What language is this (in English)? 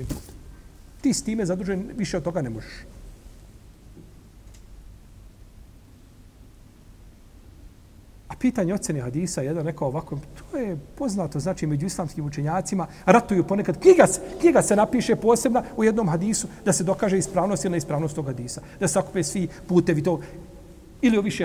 Bosnian